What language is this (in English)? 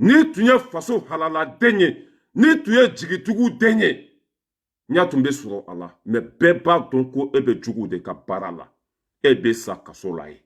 Bambara